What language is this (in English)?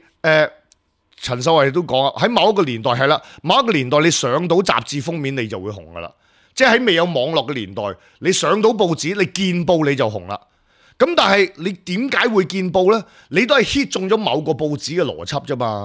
Cantonese